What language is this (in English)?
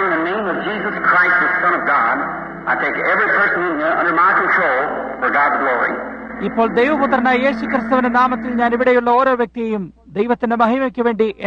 Malayalam